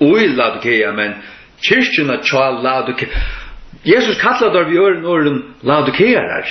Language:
Faroese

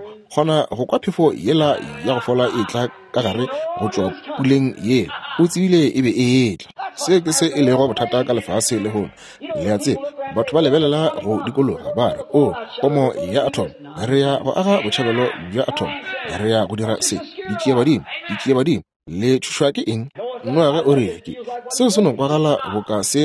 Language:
Northern Sotho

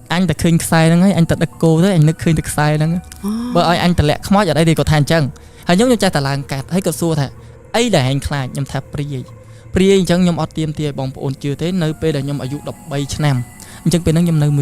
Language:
Khmer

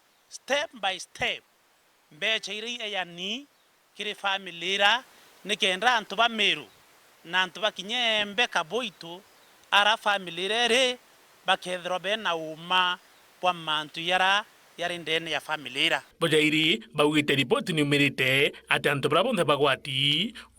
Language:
Meru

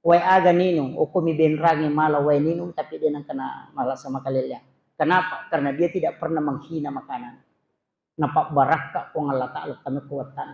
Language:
Buginese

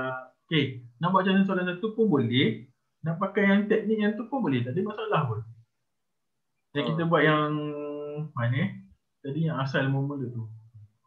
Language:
Malay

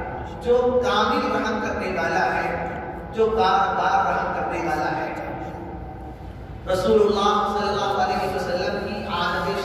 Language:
Urdu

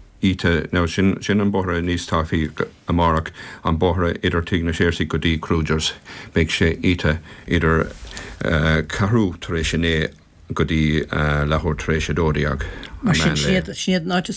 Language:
Irish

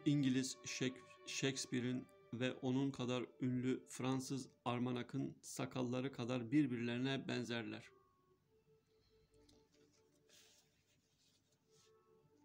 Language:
Turkish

